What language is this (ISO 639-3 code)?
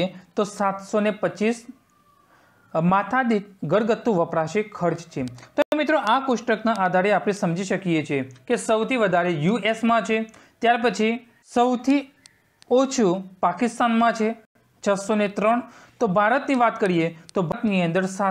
guj